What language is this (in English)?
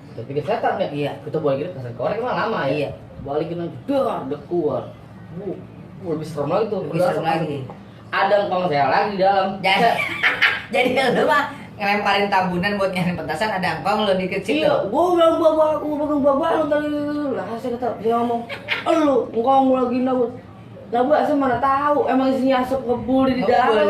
Betawi